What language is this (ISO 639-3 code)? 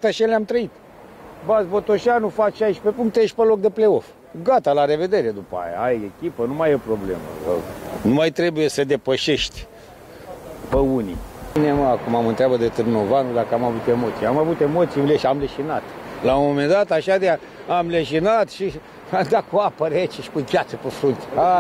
ron